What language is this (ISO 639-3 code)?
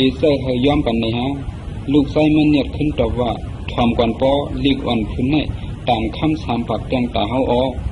shn